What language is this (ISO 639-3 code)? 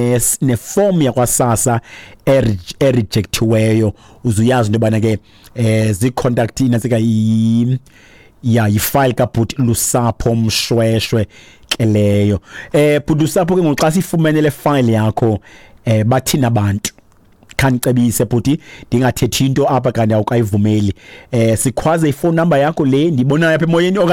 xho